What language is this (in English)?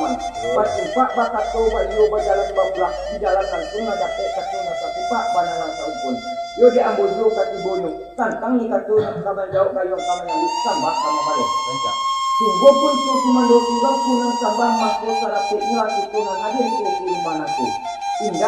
Minangkabau